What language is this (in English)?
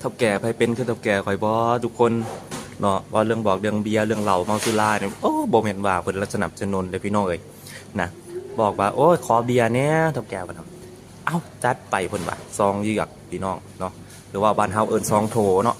Lao